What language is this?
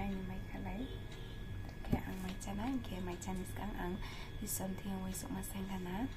Riang (India)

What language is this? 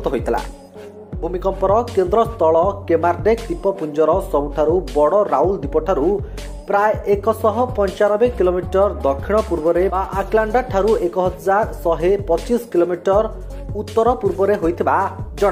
Odia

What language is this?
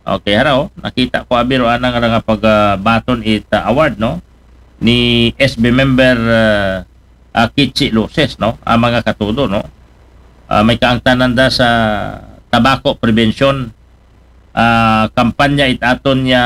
Aklanon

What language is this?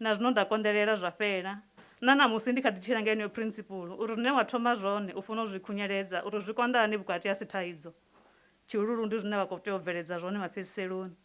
Venda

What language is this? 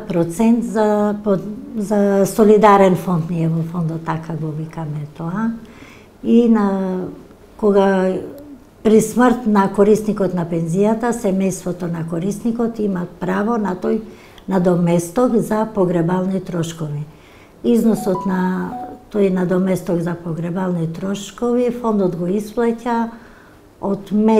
Macedonian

